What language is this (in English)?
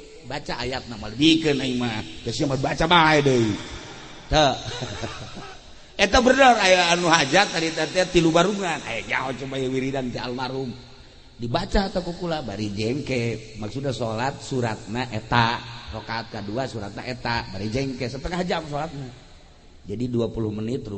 Sundanese